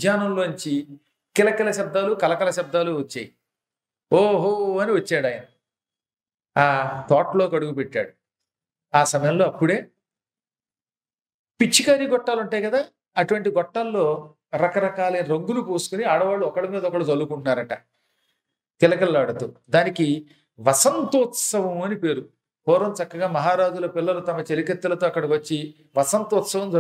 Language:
Telugu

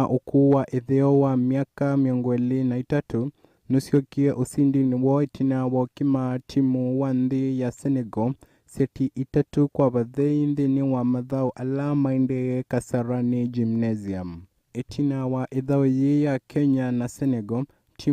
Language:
Kamba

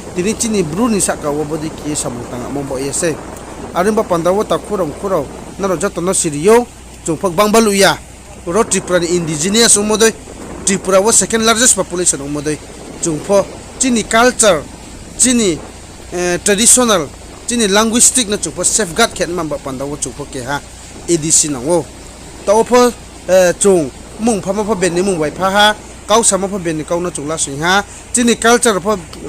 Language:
Riang (India)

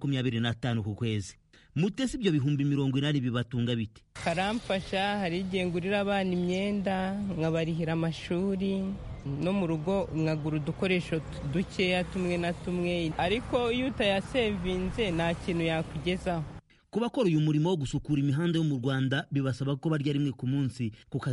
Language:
Kinyarwanda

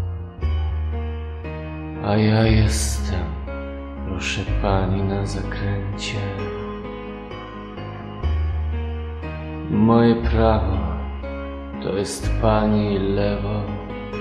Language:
Polish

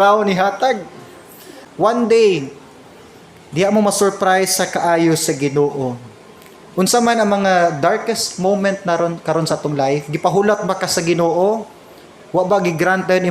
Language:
Cebuano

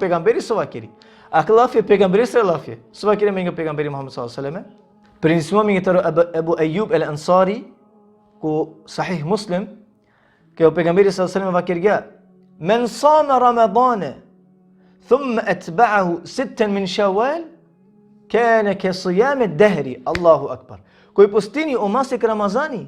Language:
Balkan Romani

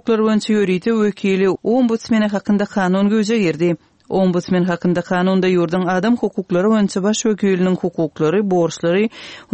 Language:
Turkmen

